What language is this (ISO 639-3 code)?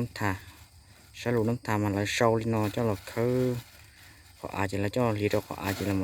hmn